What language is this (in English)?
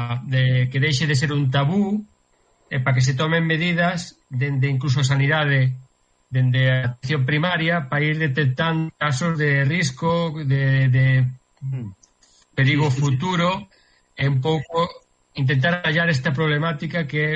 Galician